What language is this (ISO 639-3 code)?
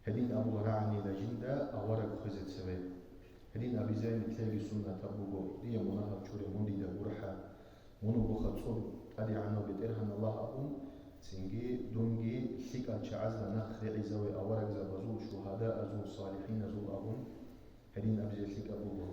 ava